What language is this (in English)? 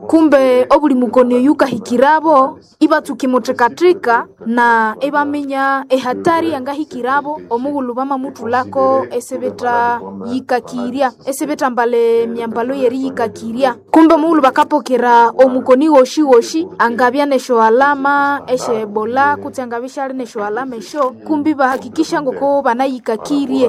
Nande